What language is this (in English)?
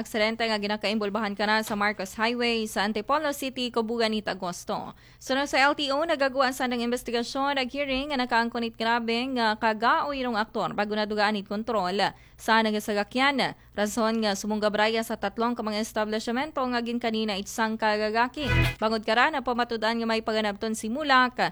Aklanon